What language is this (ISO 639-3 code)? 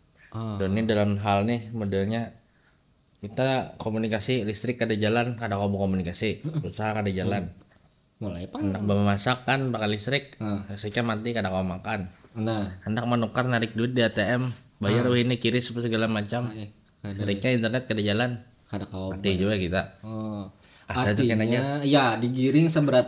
bjn